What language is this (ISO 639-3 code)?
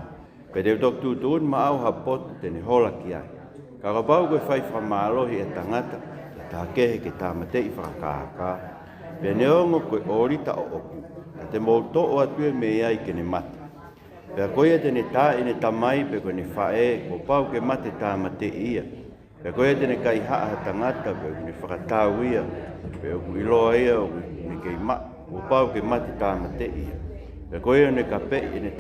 ton